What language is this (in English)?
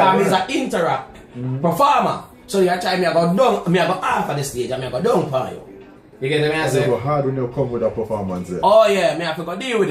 Jamaican Creole English